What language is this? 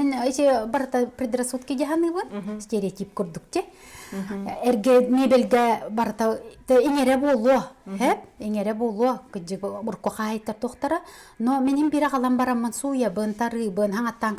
Yakut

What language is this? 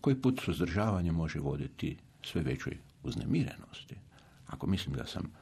Croatian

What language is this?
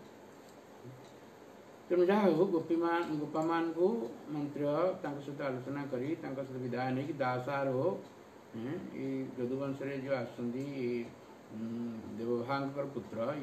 Odia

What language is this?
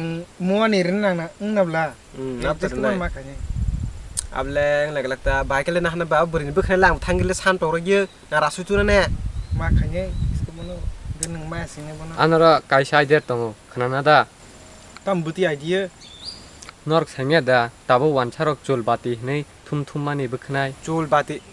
Kok Borok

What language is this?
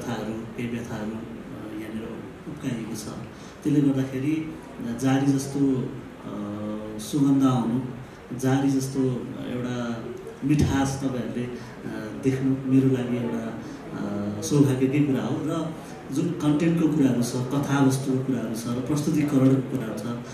Nepali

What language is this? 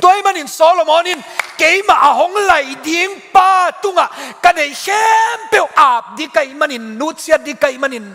Tedim Chin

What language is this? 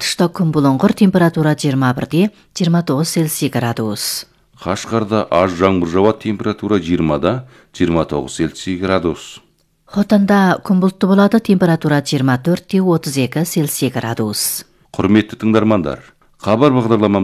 Kazakh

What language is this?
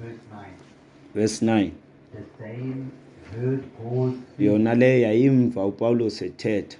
Xhosa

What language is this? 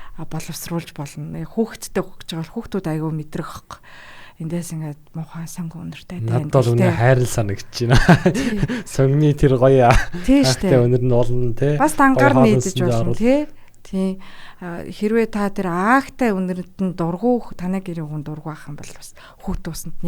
Mongolian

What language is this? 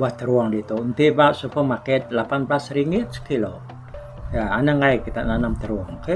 Iban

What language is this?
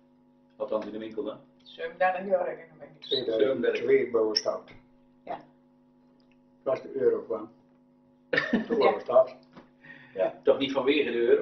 Dutch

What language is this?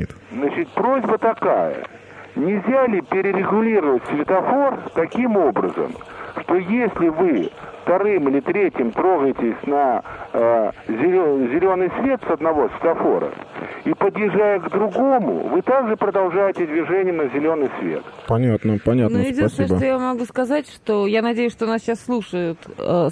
Russian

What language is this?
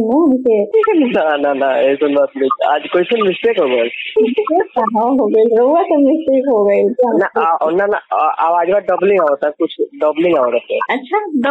Bhojpuri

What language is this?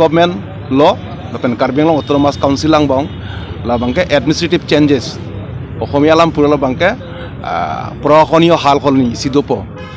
Karbi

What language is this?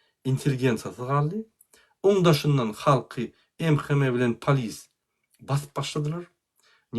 Turkmen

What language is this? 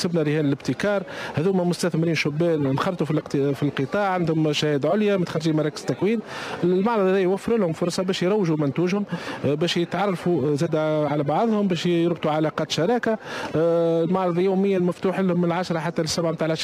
Tunisian Arabic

